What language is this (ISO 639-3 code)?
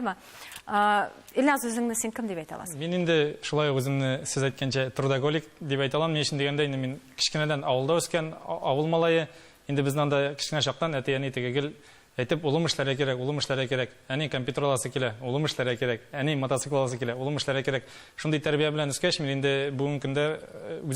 tat